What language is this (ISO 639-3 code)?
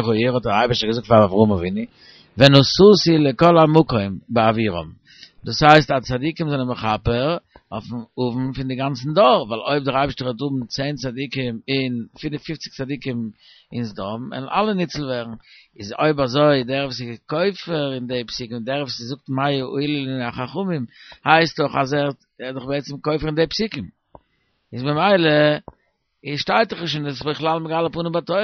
yid